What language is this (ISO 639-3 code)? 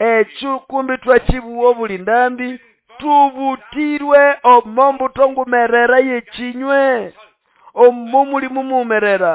nnb